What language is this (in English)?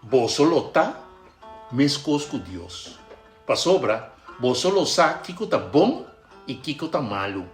Papiamento